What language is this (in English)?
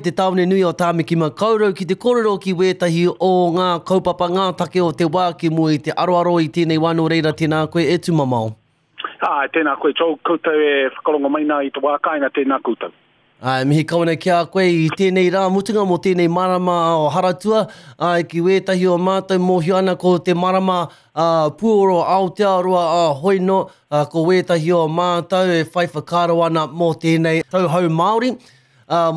Māori